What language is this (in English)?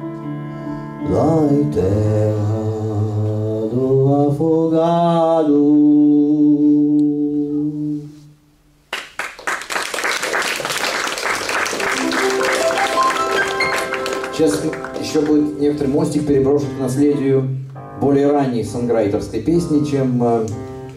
Russian